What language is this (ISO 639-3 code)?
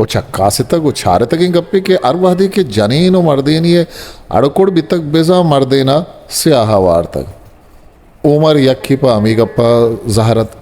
bgp